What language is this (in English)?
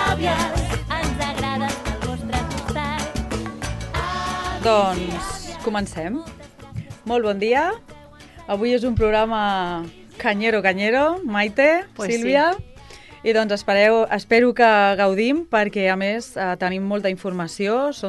Catalan